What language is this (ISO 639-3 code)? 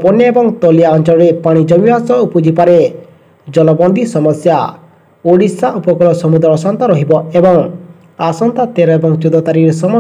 ori